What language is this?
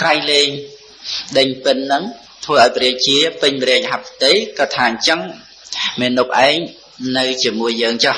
Khmer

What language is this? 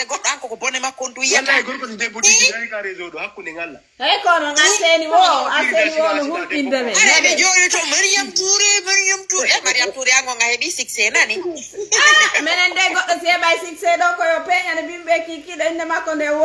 Fula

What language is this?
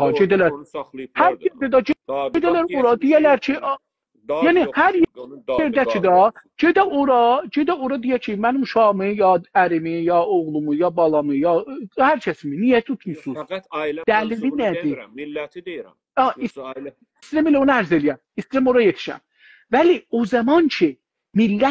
South Azerbaijani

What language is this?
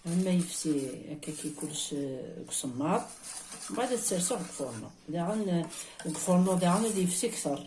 Kabyle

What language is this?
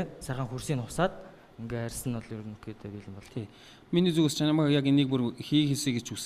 Mongolian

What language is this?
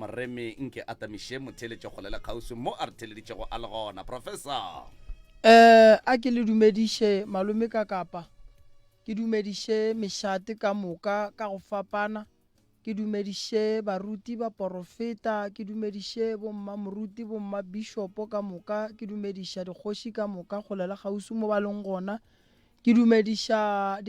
Northern Sotho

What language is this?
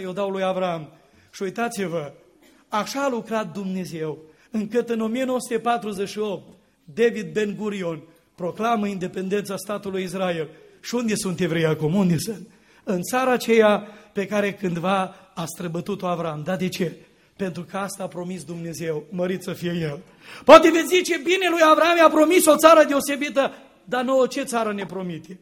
Romanian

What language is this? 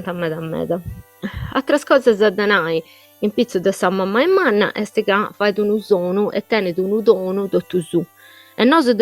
Sardinian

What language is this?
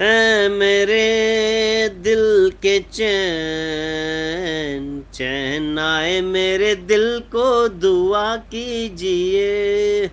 Dogri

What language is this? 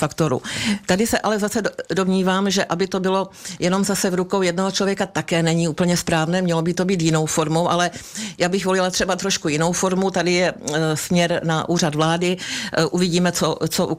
Czech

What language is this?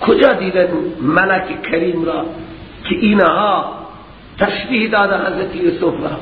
Persian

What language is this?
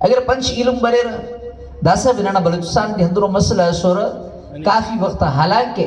Brahui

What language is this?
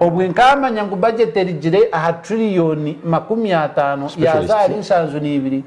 Nyankole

